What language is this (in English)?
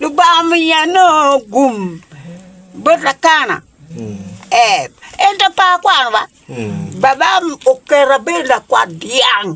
Acoli